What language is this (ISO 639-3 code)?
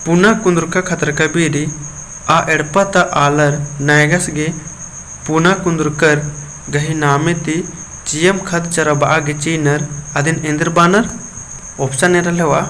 kru